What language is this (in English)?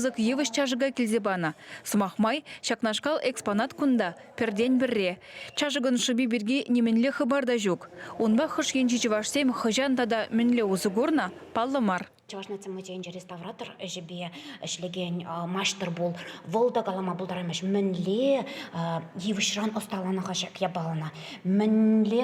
Chuvash